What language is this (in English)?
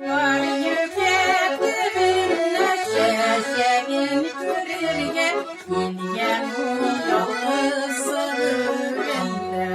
Crimean Tatar